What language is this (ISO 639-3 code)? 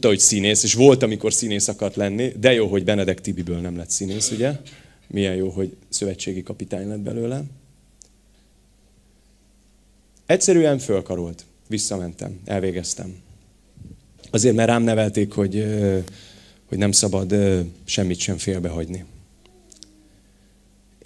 hun